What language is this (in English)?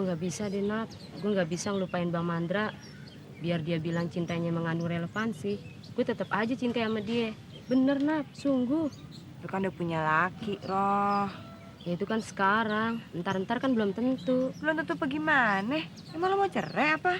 Betawi